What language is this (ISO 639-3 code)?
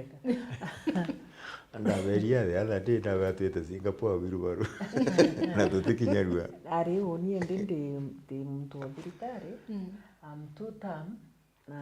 mer